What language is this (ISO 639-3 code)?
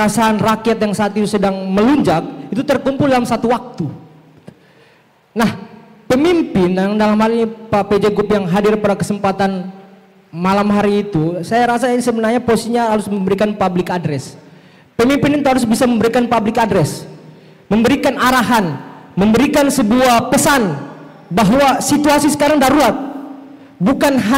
ind